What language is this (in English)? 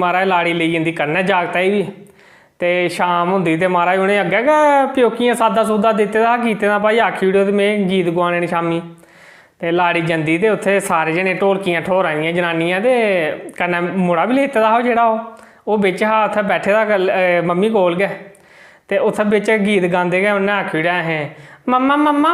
Dogri